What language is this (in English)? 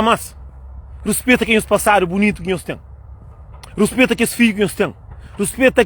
Kabuverdianu